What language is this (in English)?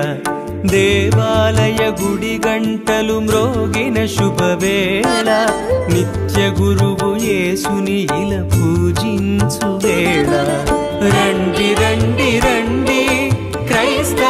Telugu